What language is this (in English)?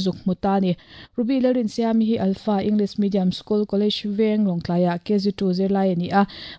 Mizo